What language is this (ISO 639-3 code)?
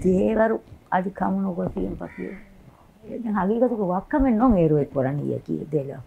div